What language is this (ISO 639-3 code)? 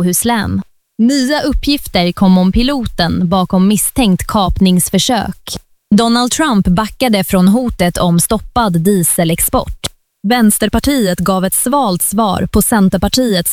swe